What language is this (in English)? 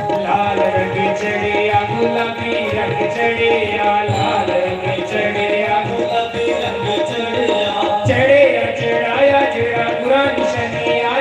Dogri